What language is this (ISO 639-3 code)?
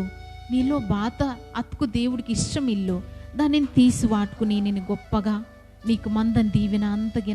kff